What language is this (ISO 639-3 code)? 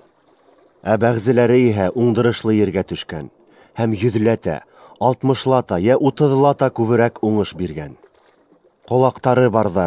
bak